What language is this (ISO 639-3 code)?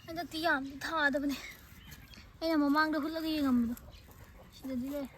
mni